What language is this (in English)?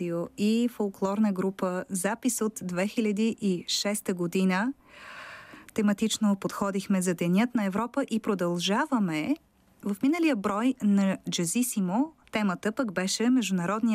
Bulgarian